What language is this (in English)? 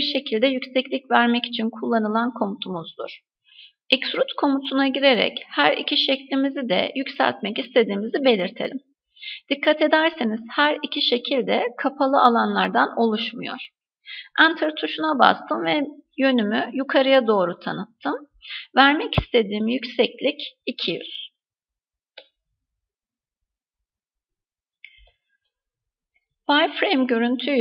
Turkish